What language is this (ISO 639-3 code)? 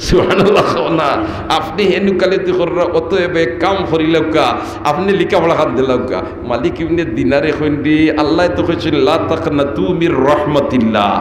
syl